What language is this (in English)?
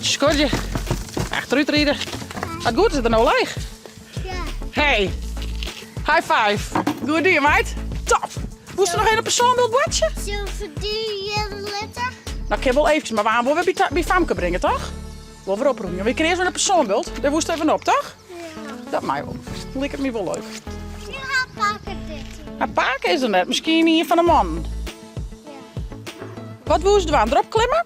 Western Frisian